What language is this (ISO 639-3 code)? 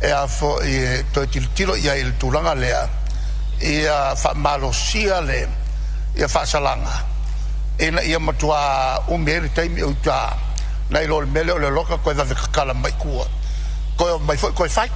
smo